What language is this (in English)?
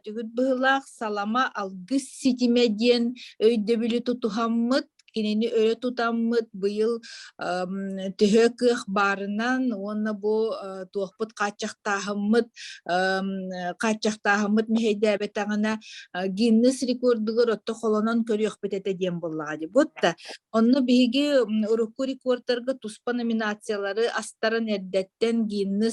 Yakut